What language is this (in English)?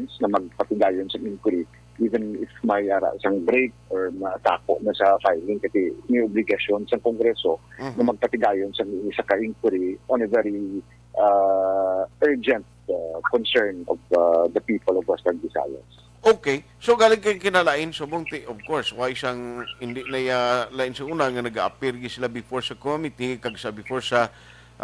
Hiligaynon